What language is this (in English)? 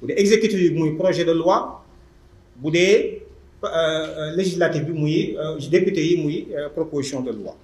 Wolof